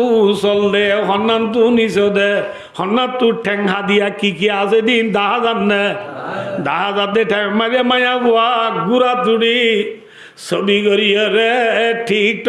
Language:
Rohingya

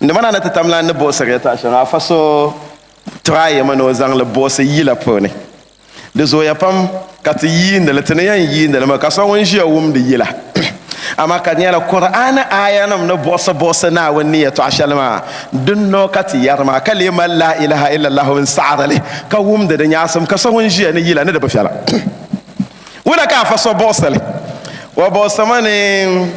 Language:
Dagbani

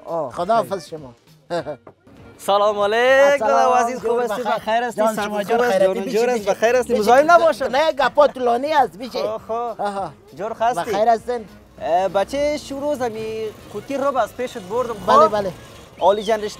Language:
Persian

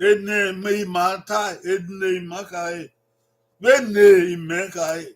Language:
Bini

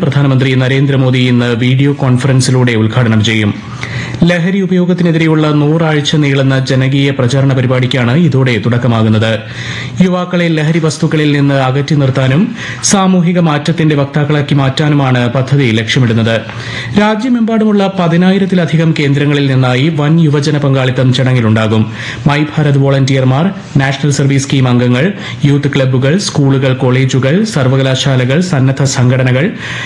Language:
Malayalam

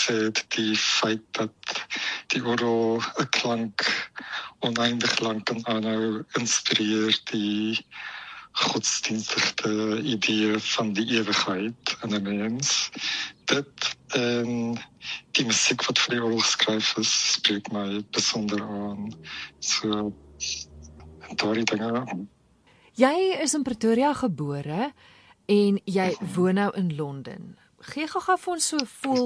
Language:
Afrikaans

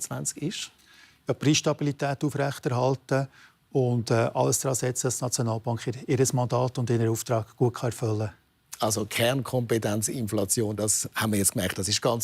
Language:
Swiss German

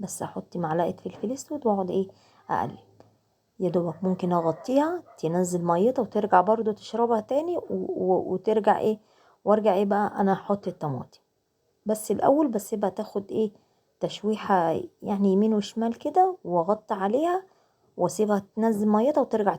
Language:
Egyptian Arabic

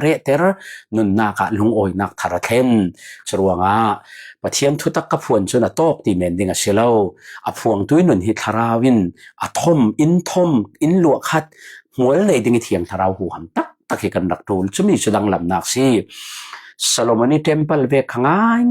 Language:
Falam Chin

